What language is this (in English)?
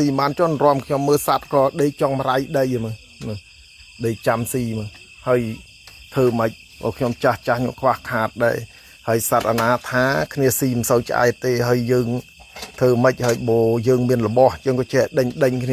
Khmer